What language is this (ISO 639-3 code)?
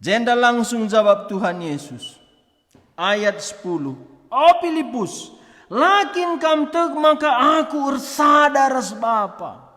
btx